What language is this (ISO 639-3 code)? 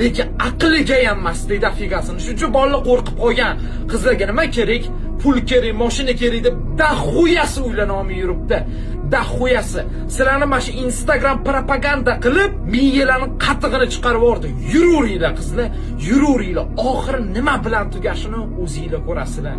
uzb